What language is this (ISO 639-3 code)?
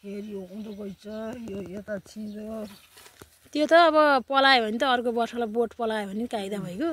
nep